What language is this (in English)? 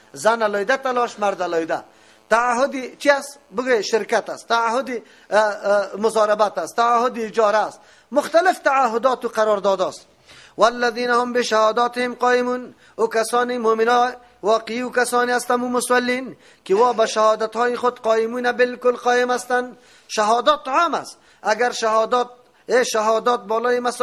Persian